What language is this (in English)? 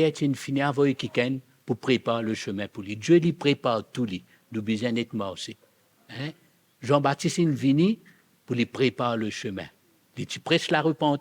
Morisyen